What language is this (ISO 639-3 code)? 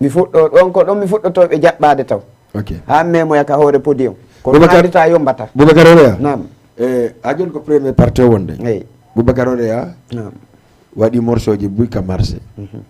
ful